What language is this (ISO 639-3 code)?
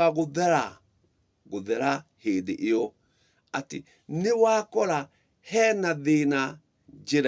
kik